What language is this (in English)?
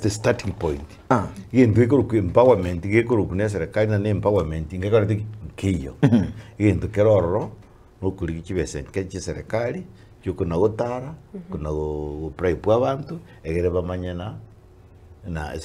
Gusii